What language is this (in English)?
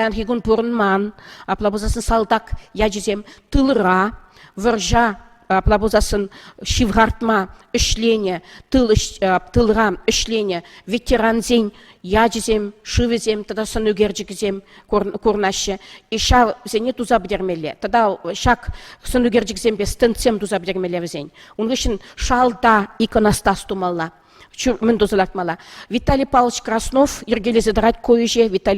Chuvash